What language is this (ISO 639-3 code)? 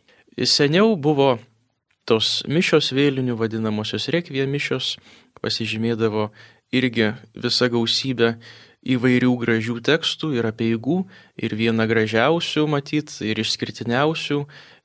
lit